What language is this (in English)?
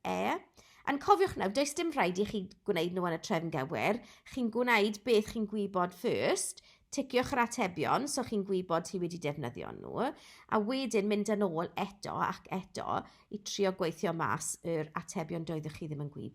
Welsh